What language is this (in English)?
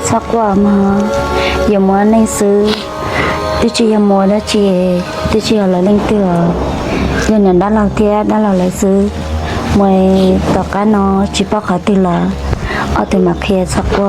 Hmong